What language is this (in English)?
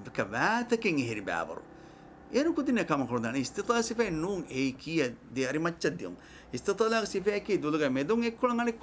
Divehi